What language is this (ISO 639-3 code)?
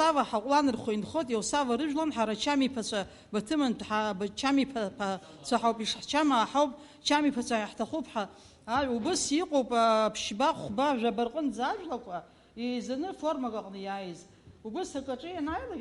abk